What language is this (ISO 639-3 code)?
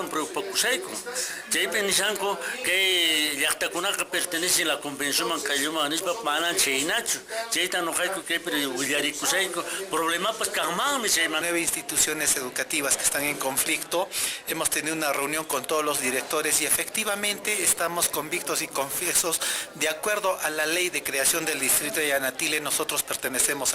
que